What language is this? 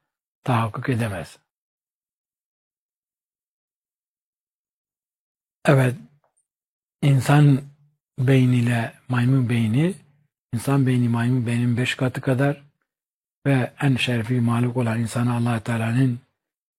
Turkish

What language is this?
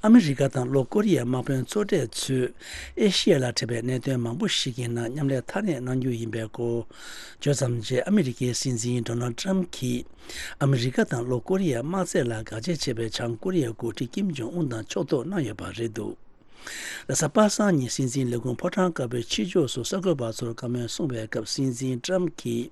Tibetan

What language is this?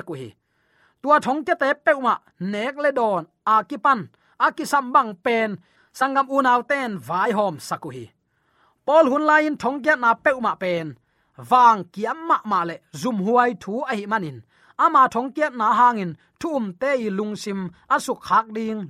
Tedim Chin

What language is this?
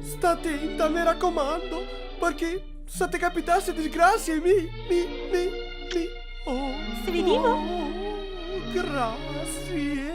Venetian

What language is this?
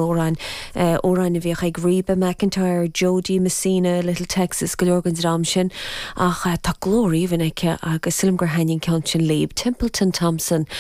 Irish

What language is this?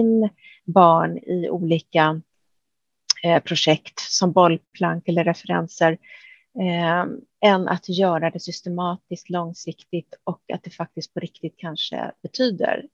Swedish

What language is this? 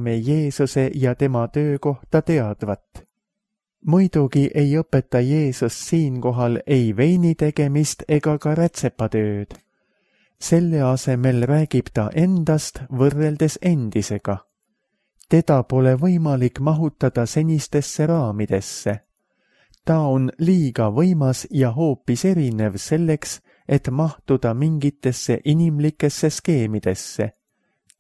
Estonian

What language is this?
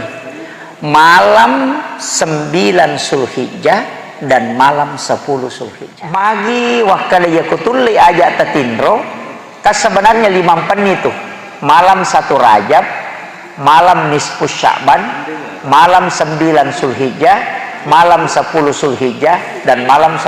Buginese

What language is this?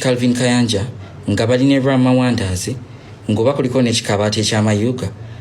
Ganda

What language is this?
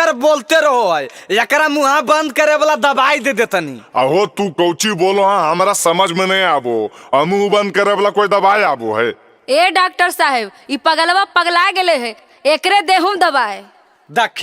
Magahi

